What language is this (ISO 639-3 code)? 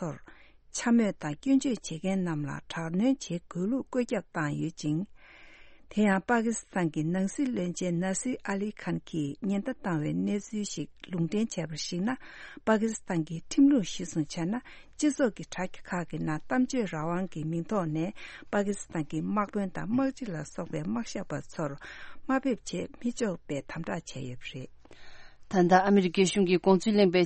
bod